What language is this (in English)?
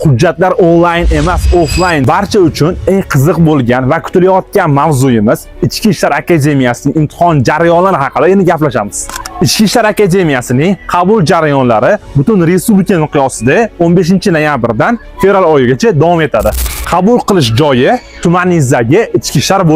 Uzbek